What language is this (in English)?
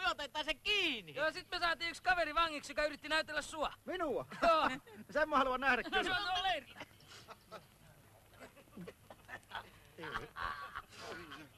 Finnish